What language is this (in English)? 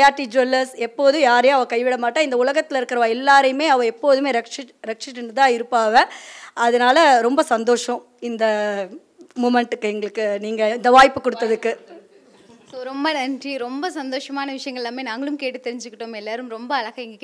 Tamil